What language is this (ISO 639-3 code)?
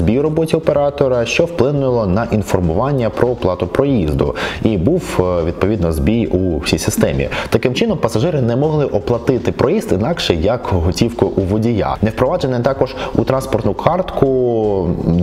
ukr